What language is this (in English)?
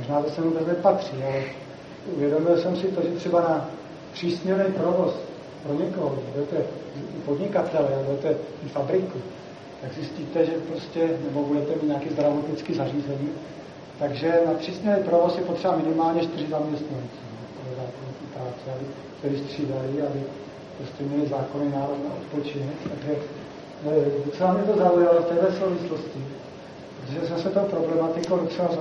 Czech